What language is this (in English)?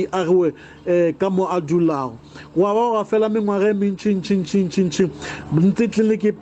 Northern Sotho